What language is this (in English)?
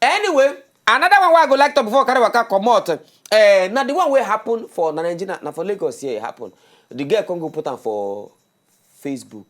Nigerian Pidgin